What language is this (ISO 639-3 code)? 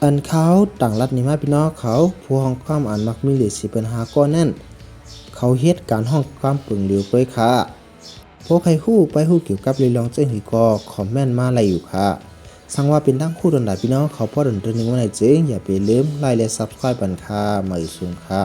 shn